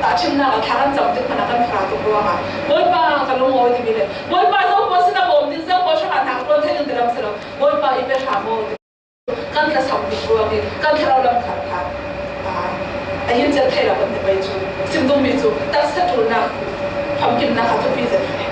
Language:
Falam Chin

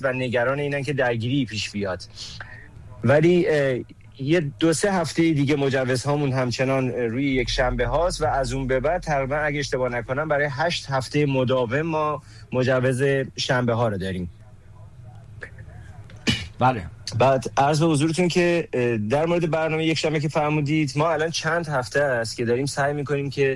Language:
Persian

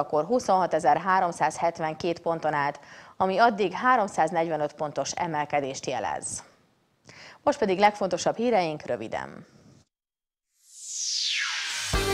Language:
Hungarian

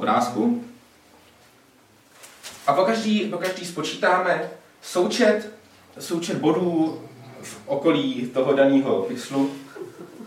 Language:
Czech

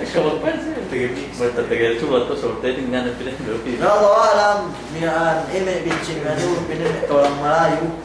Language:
Yakan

